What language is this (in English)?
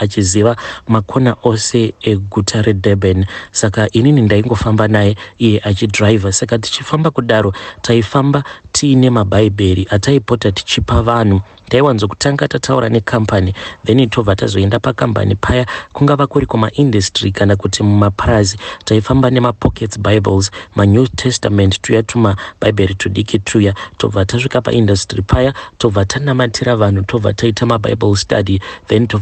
Shona